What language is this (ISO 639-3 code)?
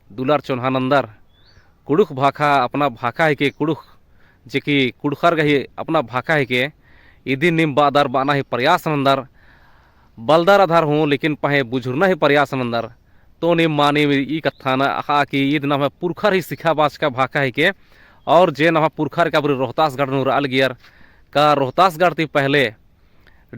kru